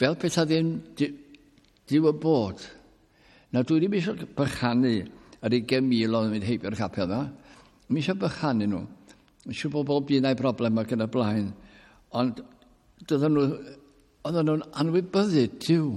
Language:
Welsh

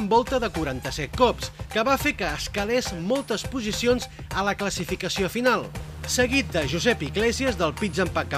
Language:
Catalan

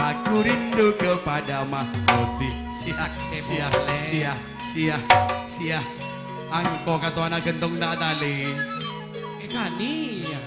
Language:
Madurese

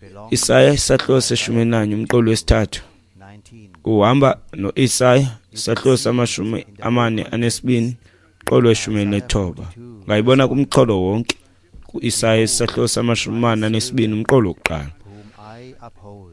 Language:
Xhosa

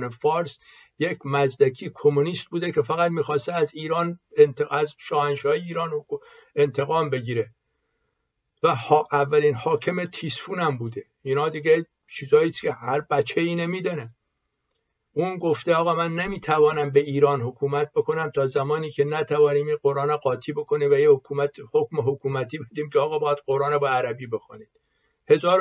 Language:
Persian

